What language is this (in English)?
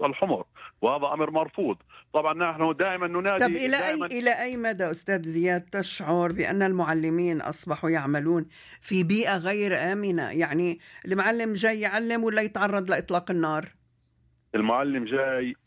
Arabic